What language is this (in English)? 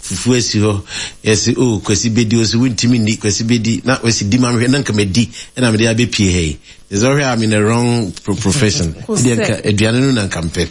Akan